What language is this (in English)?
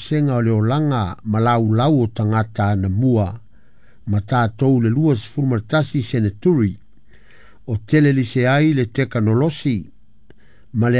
Samoan